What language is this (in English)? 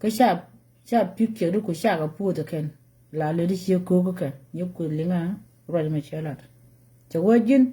Nuer